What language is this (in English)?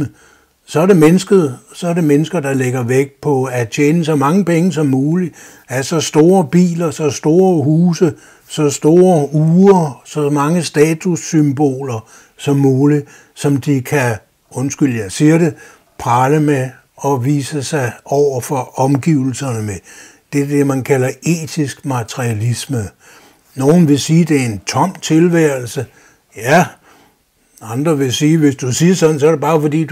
Danish